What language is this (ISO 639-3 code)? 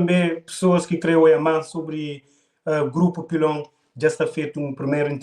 kea